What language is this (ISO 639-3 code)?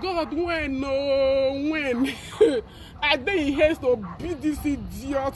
pcm